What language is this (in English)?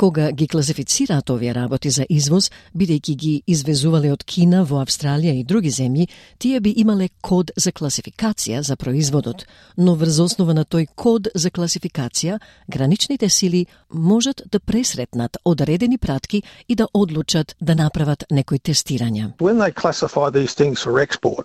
Macedonian